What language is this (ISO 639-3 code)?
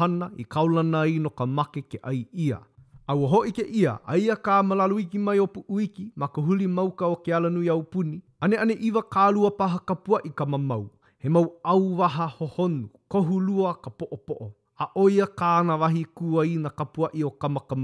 haw